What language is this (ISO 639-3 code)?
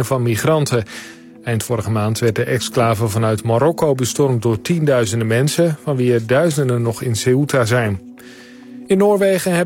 nld